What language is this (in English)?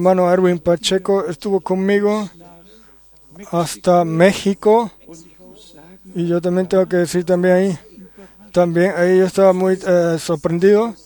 Spanish